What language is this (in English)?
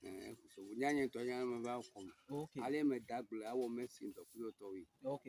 Ewe